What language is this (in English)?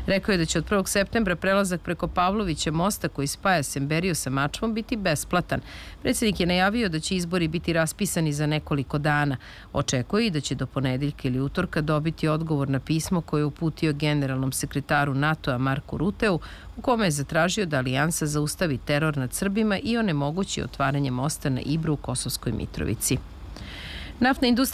Serbian